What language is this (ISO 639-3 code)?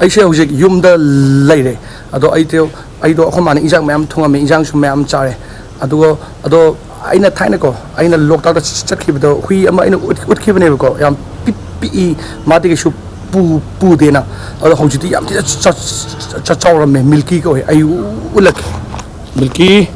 mni